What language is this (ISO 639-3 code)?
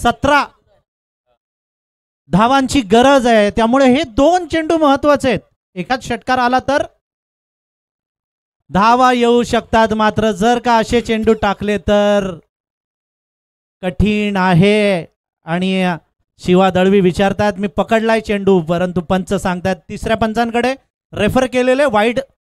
mar